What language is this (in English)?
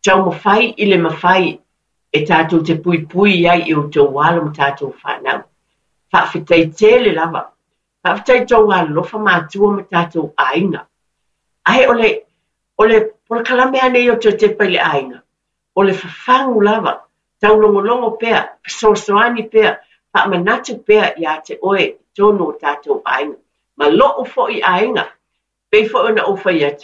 Samoan